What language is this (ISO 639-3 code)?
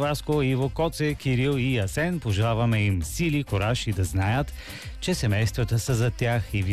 bul